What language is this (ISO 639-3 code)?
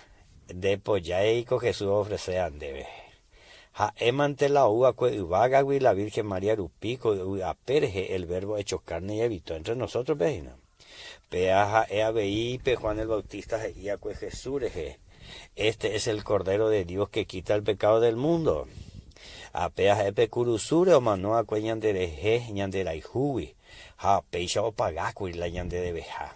grn